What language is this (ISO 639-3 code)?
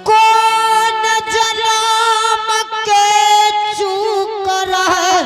anp